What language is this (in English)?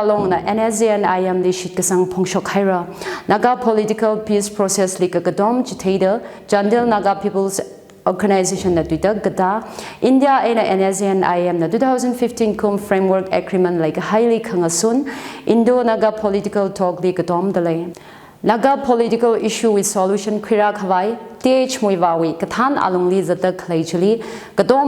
Tangkhul Naga (India)